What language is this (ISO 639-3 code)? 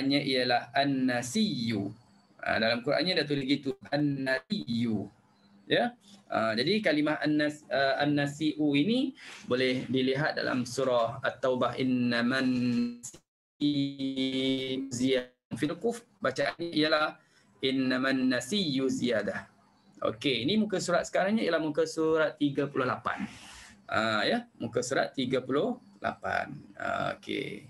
msa